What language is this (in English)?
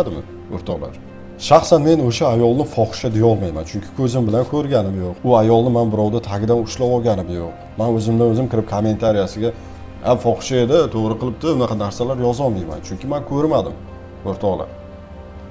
Uzbek